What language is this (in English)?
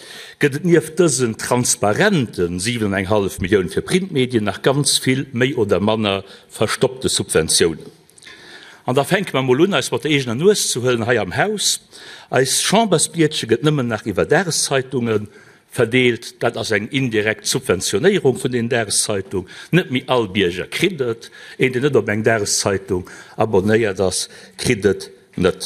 Luxembourgish